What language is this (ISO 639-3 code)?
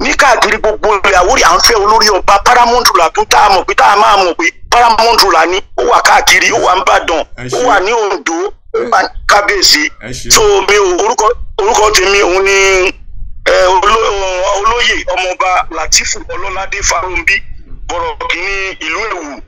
yor